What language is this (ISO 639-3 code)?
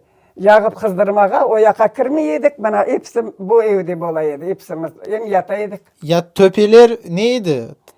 crh